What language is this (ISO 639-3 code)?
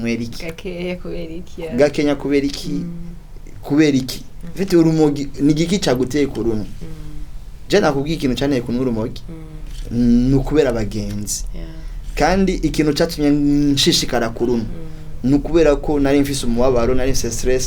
run